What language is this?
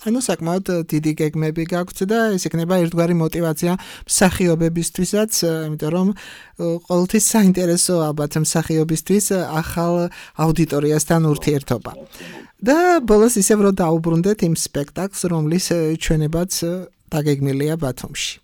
Georgian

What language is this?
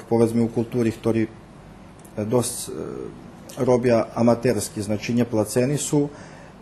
Rusyn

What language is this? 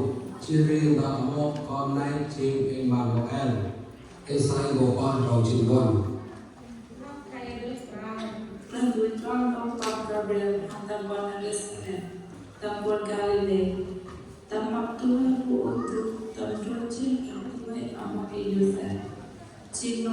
Central Mnong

